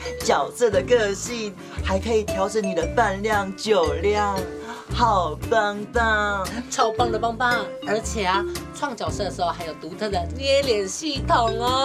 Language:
Chinese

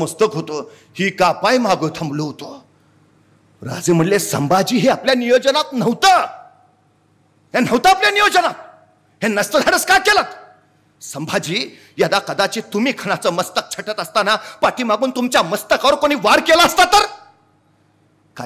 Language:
Marathi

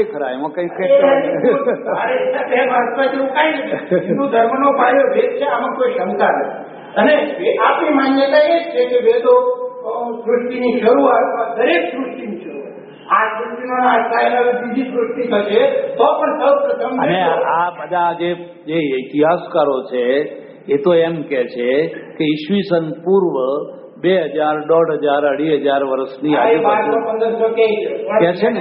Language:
Gujarati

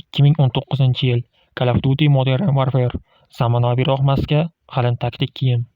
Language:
Uzbek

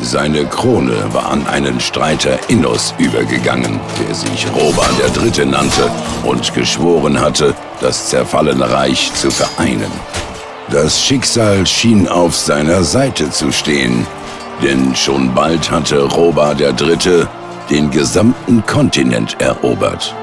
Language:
Bavarian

